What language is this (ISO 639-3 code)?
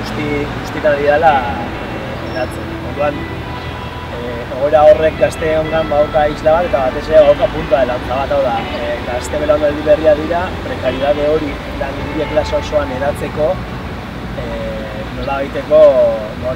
eus